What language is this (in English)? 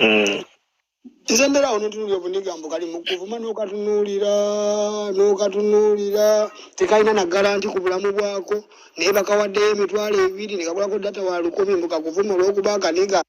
Ganda